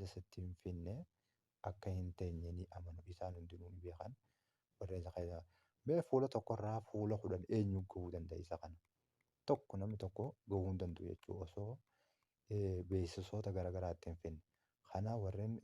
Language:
Oromo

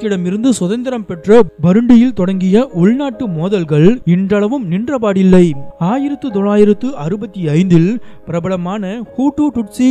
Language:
Tamil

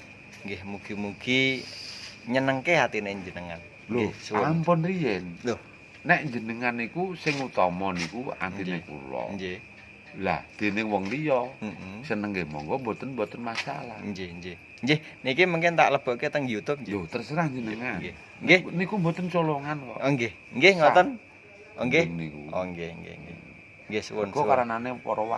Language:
Javanese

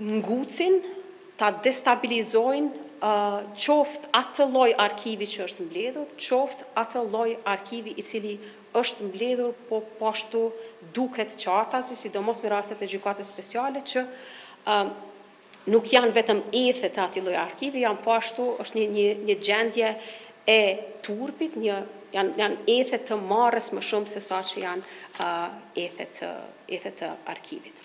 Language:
Albanian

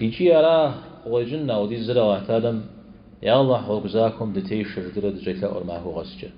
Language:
Kabardian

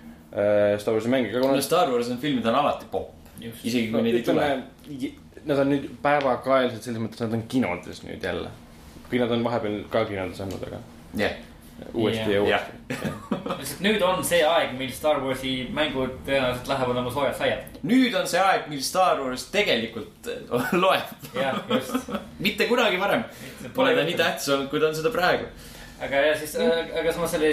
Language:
Estonian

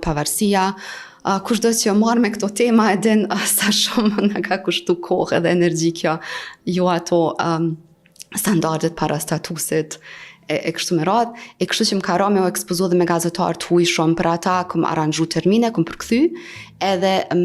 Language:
Albanian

